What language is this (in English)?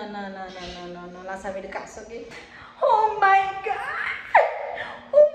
Haitian Creole